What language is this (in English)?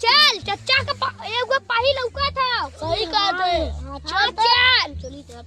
Awadhi